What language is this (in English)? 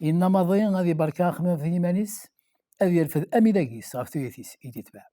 Kabyle